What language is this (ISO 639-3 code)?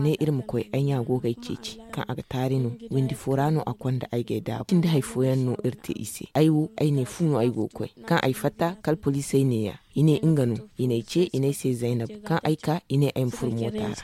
dje